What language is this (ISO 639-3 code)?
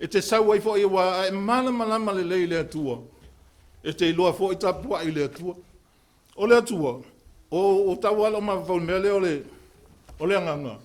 smo